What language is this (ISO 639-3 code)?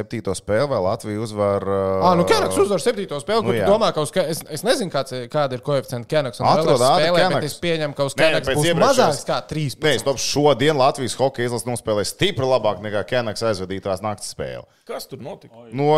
lav